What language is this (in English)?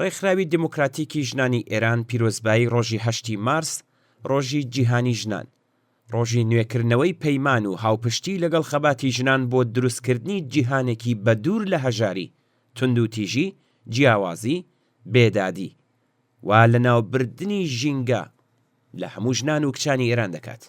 Central Kurdish